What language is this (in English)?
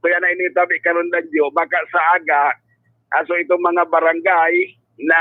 Bikol